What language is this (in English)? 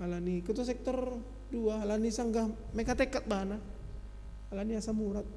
Batak Simalungun